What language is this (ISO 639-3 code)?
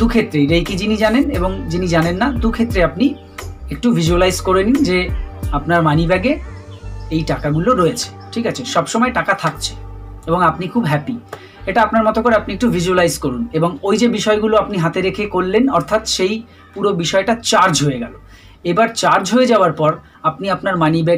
ben